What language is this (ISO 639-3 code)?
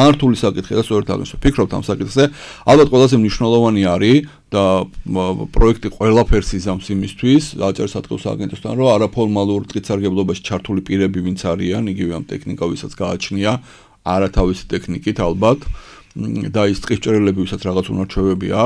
kat